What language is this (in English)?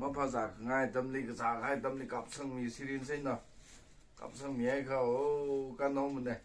Tangkhul Naga (India)